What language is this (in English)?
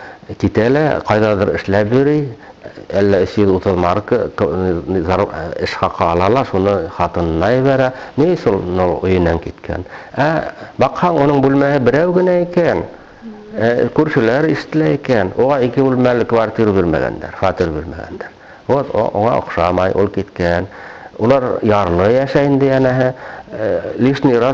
Bashkir